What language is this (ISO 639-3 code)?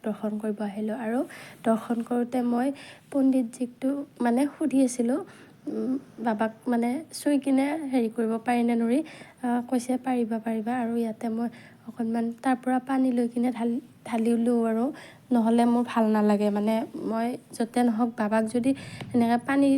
asm